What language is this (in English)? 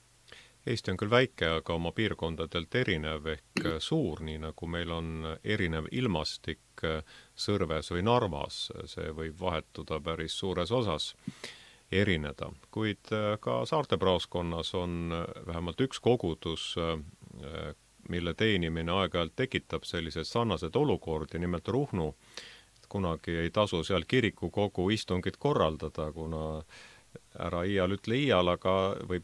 Estonian